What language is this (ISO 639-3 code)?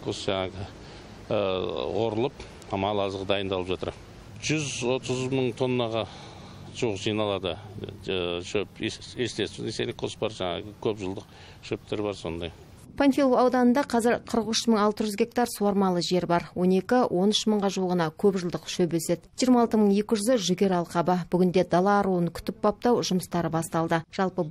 kaz